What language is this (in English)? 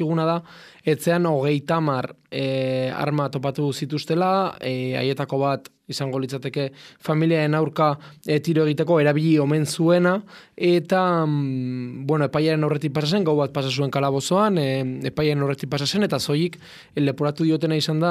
Basque